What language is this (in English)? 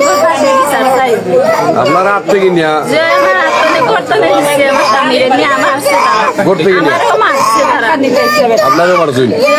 Sylheti